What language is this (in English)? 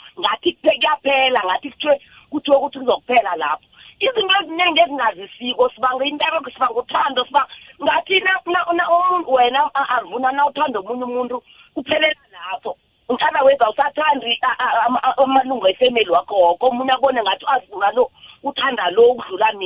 South Ndebele